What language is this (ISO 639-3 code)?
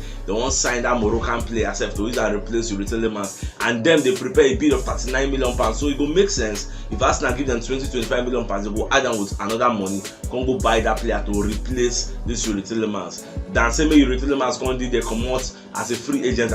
pcm